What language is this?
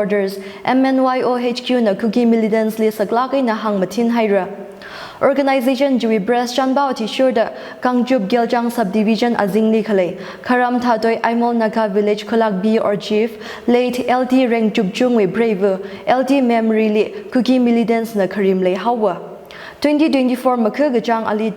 Tangkhul Naga (India)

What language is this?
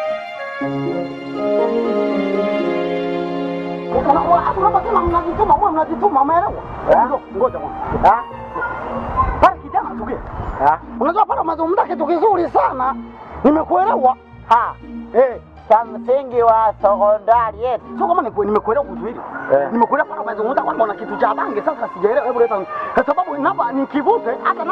Swahili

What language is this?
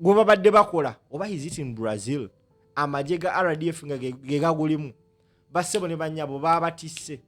Ganda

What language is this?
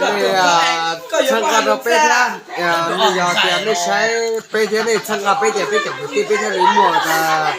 Hmong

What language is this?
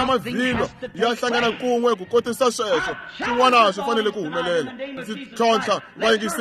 Tsonga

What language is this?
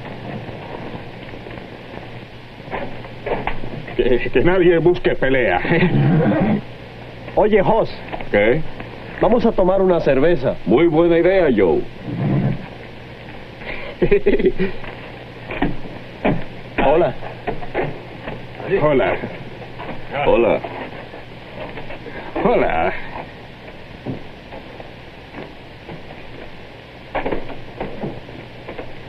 Spanish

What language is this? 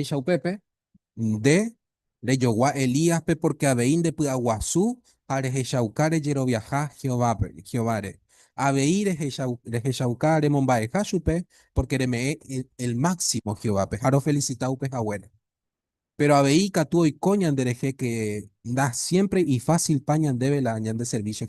Guarani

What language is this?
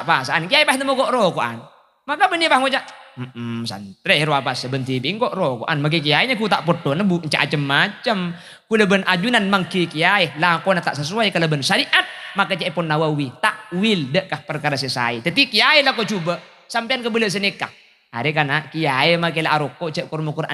Madurese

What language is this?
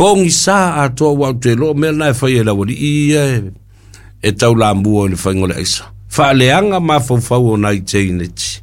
Samoan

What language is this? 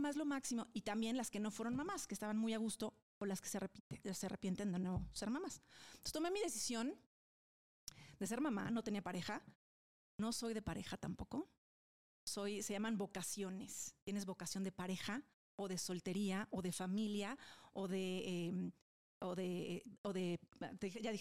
Spanish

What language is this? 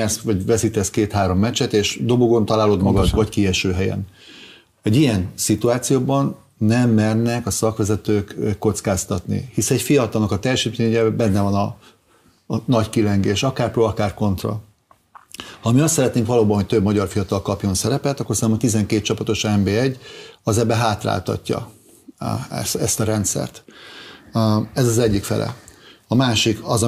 Hungarian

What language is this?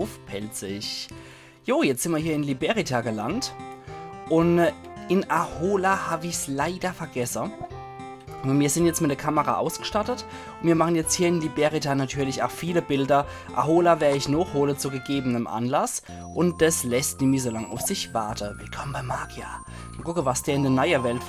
Palatine German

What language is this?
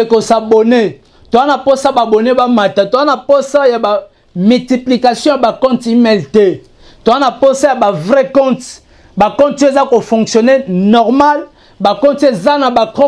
Lingala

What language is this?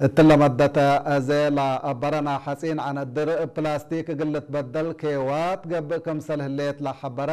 Tigre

